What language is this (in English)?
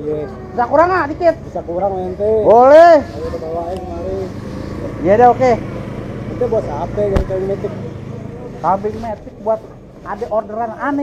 Betawi